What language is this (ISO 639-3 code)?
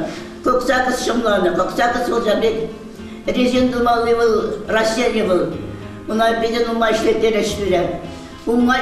chv